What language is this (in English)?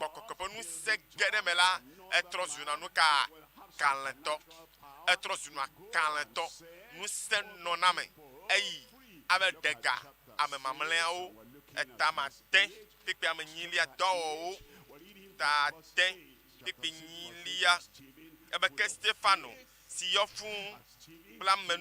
Ewe